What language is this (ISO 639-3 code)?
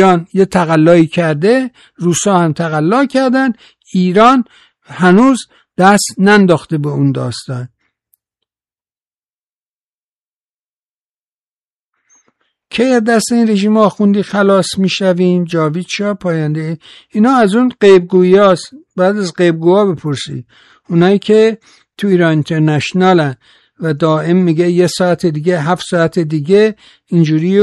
fas